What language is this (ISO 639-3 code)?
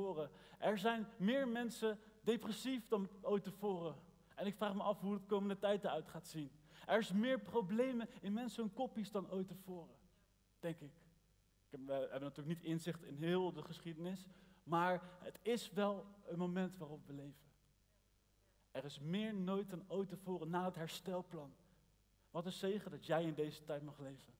nld